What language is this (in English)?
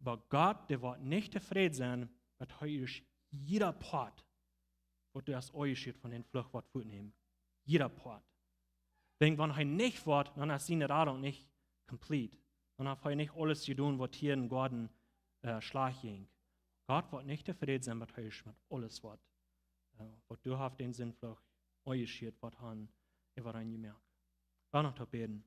Plautdietsch